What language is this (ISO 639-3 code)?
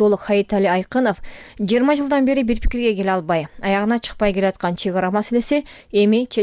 kir